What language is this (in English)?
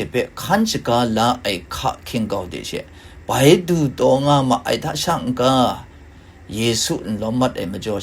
Kachin